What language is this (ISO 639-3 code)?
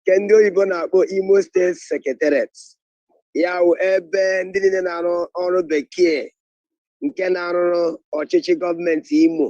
ibo